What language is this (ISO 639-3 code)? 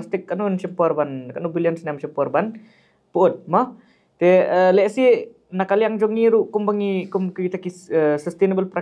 kha